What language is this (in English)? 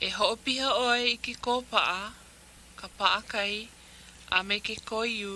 Hawaiian